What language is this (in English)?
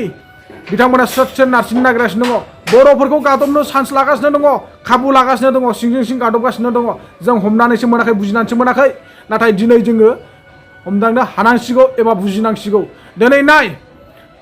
Bodo